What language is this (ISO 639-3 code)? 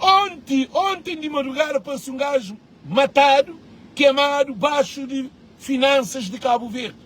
kea